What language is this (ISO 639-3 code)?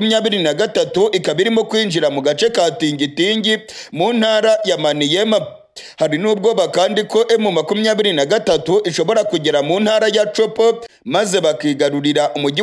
kin